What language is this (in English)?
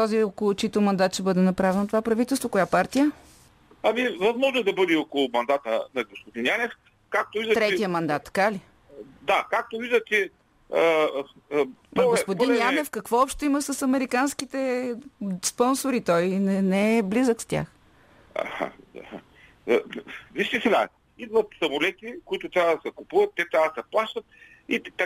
Bulgarian